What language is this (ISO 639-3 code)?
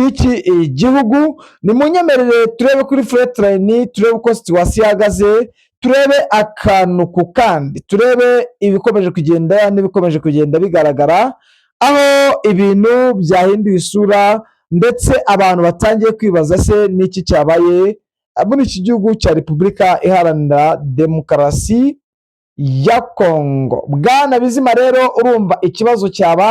kin